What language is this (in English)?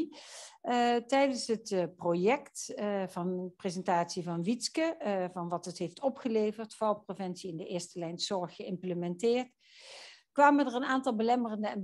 Dutch